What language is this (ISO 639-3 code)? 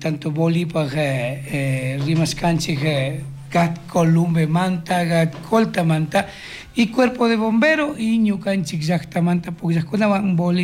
qug